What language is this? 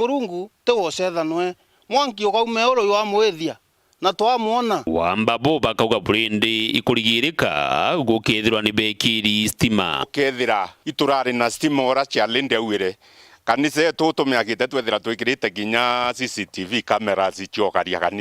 Meru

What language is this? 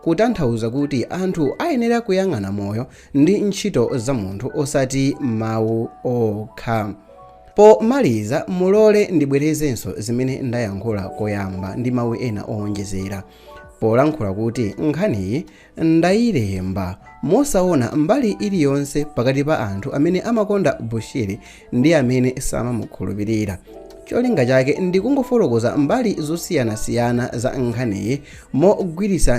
Nyanja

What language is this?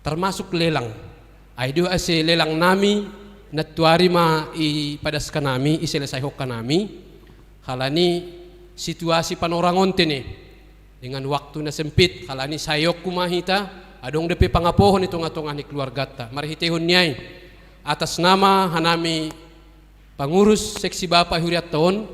Batak Simalungun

